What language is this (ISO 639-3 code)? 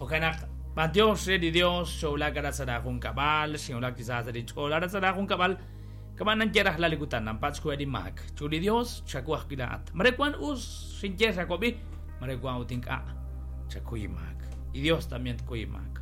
kek